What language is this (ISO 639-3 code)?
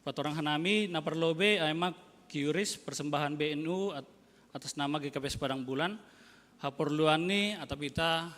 bts